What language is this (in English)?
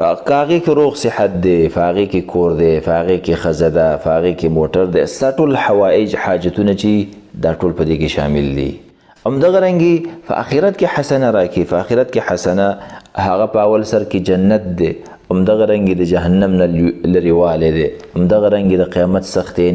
Pashto